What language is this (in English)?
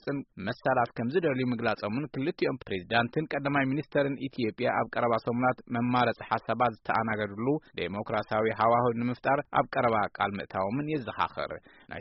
Tigrinya